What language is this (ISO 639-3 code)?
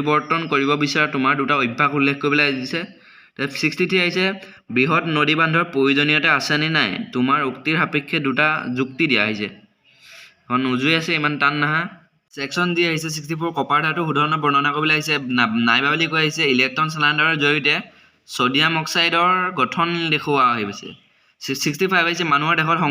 asm